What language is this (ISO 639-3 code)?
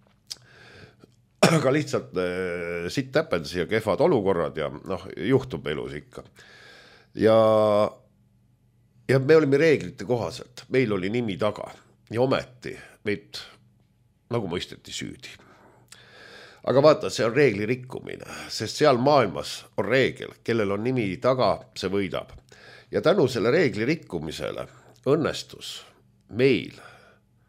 est